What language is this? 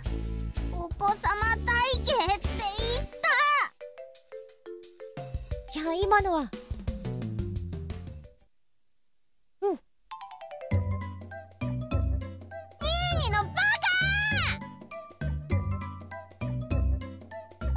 Japanese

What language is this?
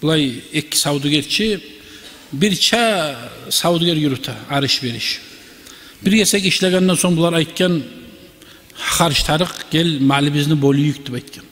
Kumyk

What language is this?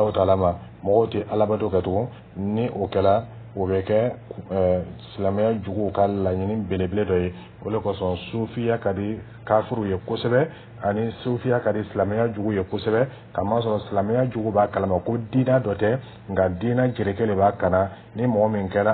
Dyula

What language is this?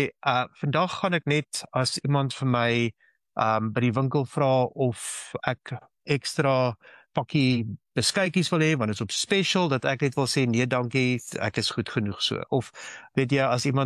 Afrikaans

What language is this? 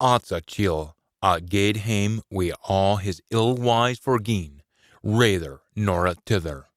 Scots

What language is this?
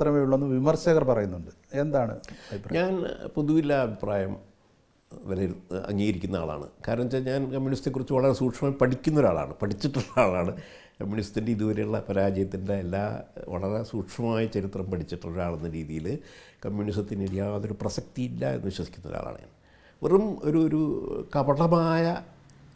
Malayalam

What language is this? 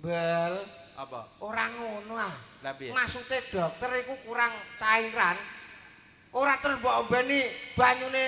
Javanese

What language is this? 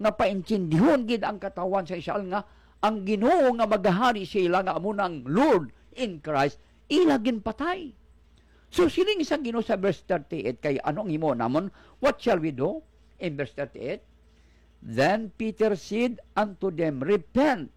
Hiligaynon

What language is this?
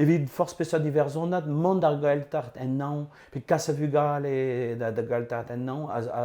Breton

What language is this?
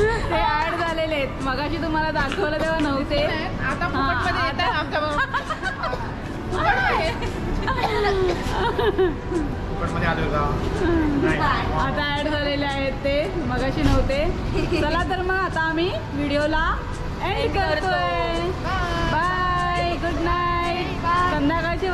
Marathi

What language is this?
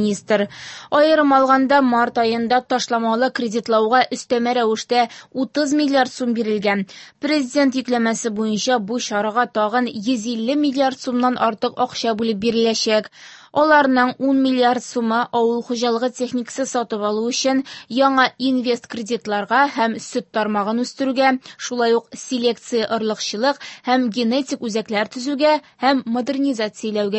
Tatar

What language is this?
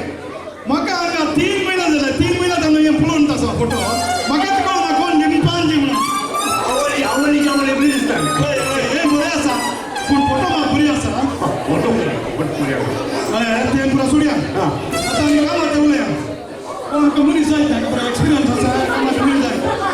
Konkani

